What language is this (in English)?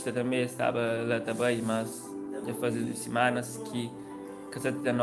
Kabuverdianu